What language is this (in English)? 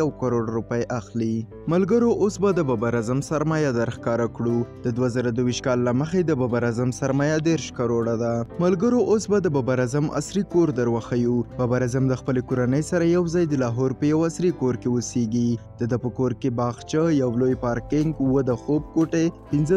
Pashto